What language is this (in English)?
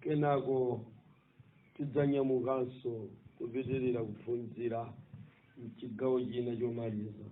Nyanja